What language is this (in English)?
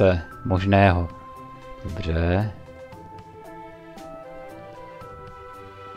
Czech